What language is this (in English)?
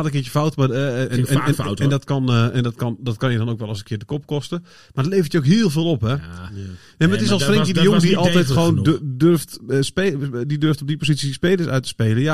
Dutch